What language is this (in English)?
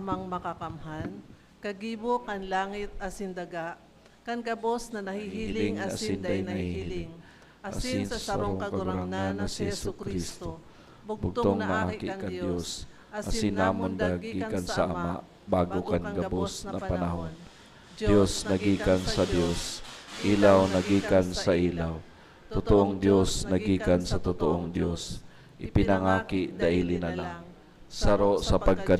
Bikol